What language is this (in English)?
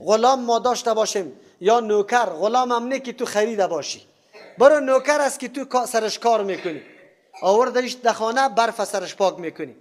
Persian